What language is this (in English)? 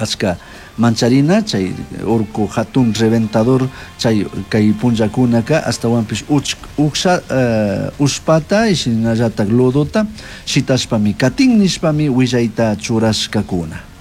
Chimborazo Highland Quichua